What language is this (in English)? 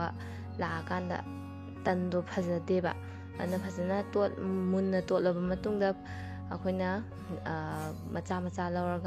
Manipuri